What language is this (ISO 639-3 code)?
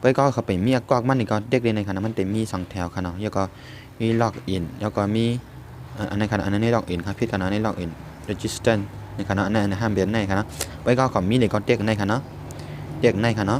shn